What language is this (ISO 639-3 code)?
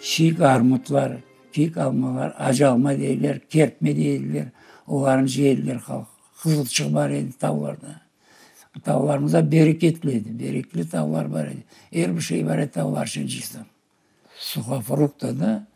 crh